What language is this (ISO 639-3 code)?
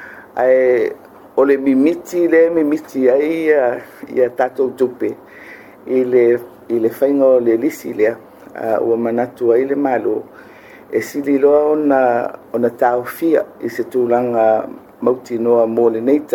smo